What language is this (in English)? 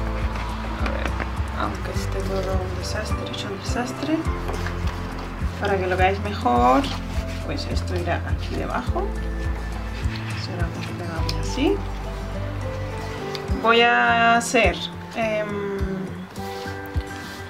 Spanish